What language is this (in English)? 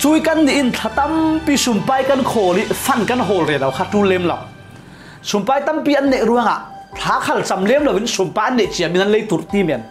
Falam Chin